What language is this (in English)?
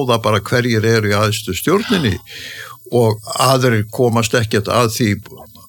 Icelandic